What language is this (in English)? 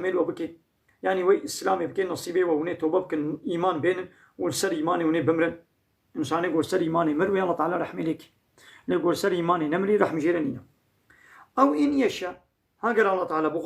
Kurdish